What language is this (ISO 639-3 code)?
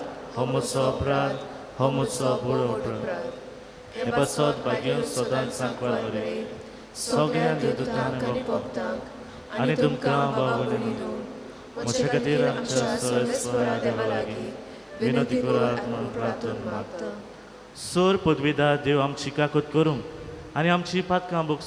kok